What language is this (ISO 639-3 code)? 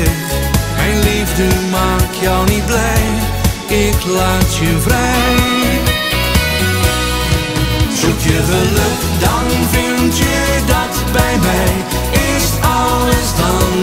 nld